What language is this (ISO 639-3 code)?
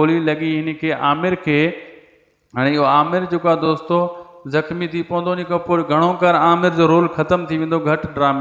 snd